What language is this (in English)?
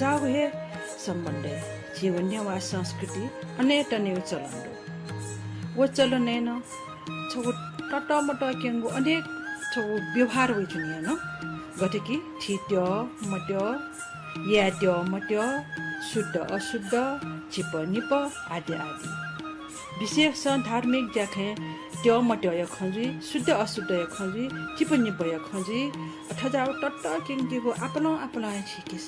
Newari